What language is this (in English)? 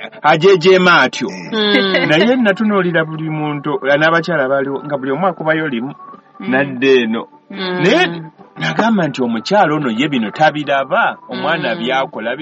Ganda